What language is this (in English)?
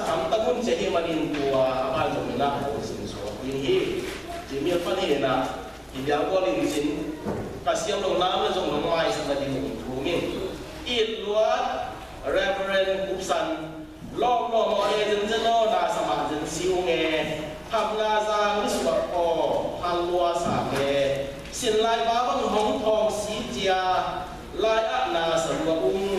Tedim Chin